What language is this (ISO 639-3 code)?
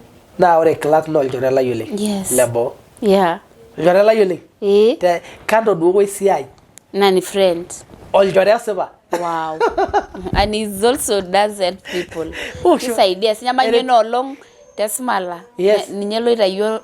mas